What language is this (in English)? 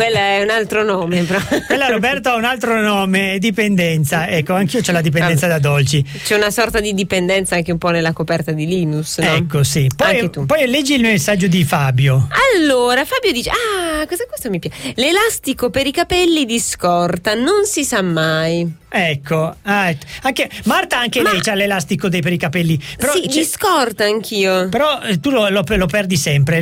Italian